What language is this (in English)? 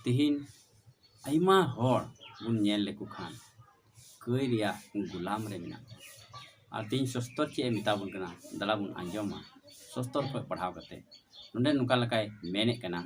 Santali